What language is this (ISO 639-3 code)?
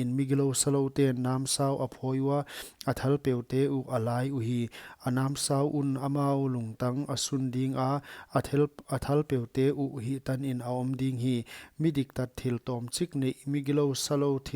pck